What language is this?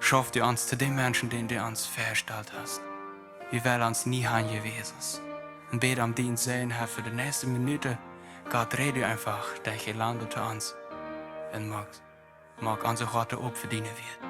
Plautdietsch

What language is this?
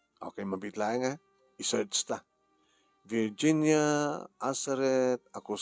Iloko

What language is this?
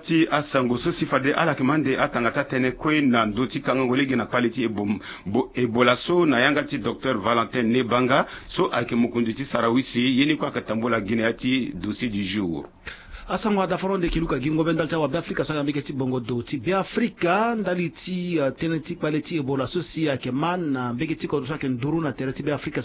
Sango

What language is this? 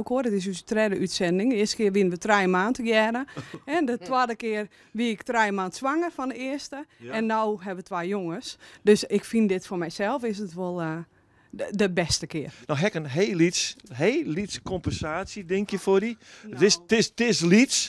Western Frisian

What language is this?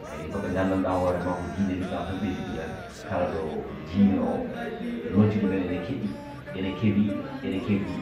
Fula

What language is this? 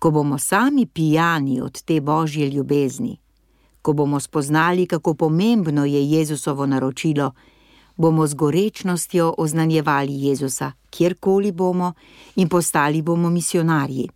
Slovenian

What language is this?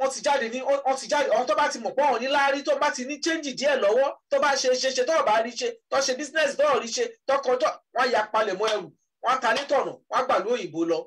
Yoruba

